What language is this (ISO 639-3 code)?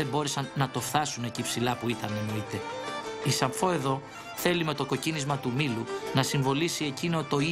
ell